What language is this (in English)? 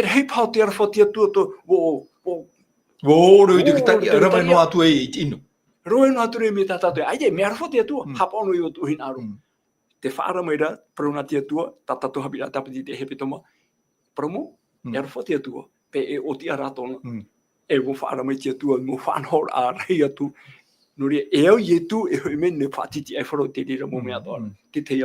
Tahitian